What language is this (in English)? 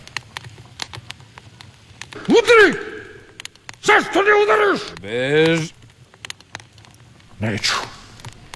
Croatian